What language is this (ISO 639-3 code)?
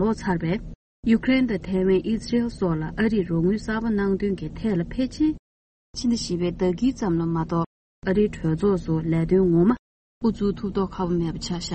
bod